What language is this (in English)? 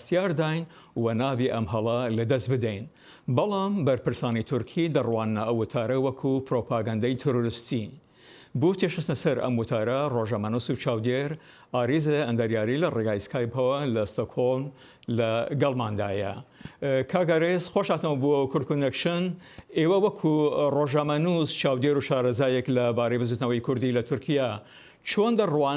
Central Kurdish